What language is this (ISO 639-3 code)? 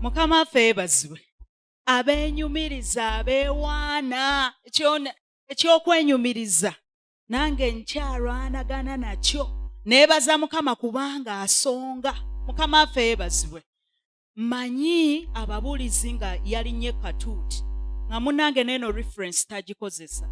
lug